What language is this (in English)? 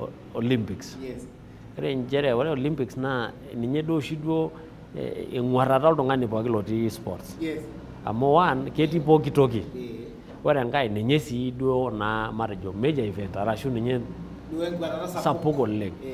Masai